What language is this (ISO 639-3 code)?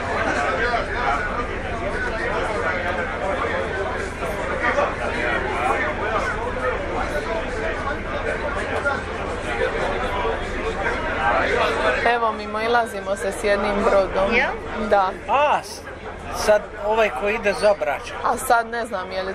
hrv